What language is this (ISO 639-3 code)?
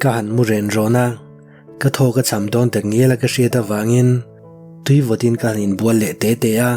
lus